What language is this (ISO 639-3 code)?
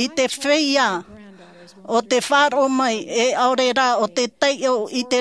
tah